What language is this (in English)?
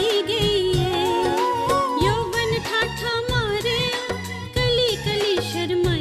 Dogri